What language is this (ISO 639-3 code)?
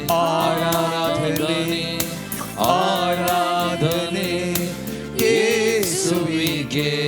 kok